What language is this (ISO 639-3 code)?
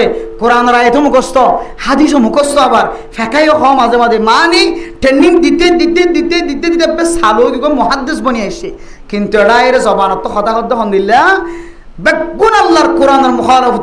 rhg